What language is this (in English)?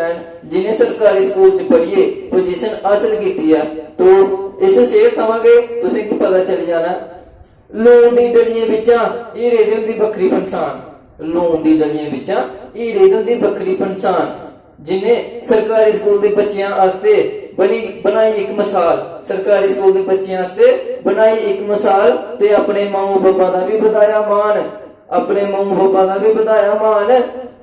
Dogri